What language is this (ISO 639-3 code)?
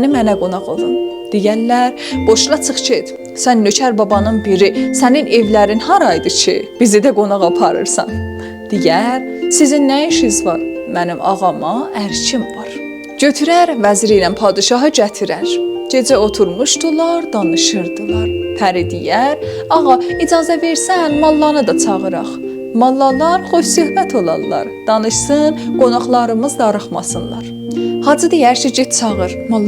azb